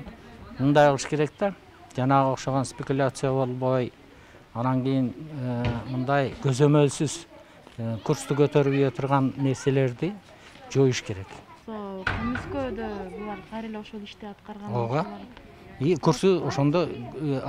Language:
Kyrgyz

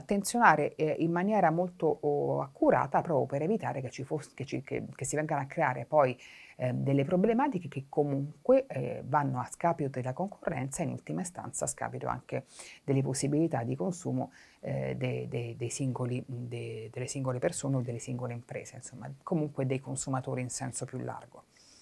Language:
Italian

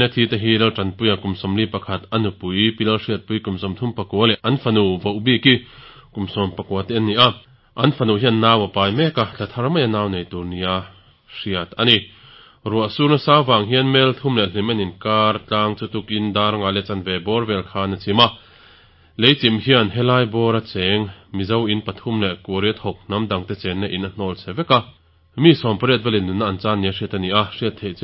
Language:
Mizo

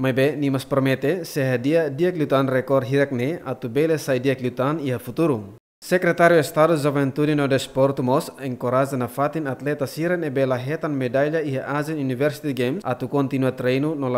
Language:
Tetum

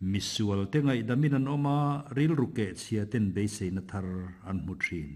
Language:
Mizo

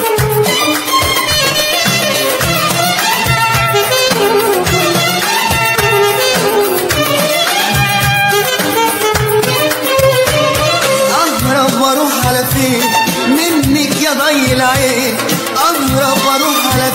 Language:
Egyptian Arabic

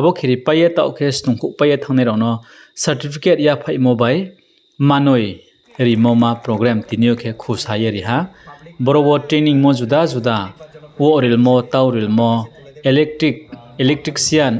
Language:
Riang (India)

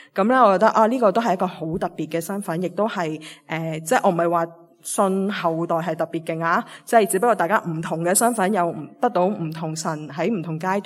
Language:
Cantonese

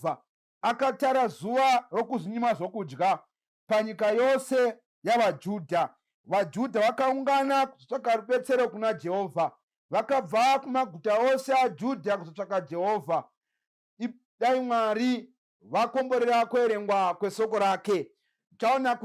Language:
Shona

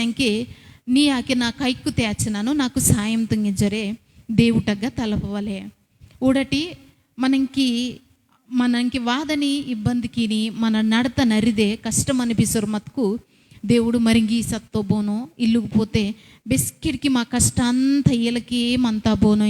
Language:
Koya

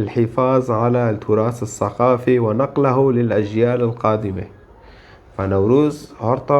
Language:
Kurdish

